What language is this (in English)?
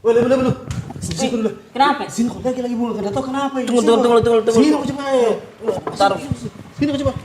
Makassar Malay